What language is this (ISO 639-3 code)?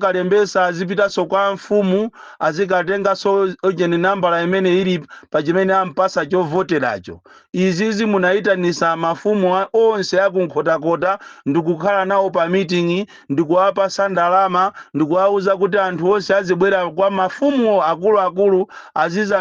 nya